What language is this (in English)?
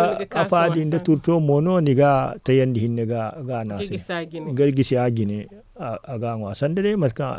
Zarma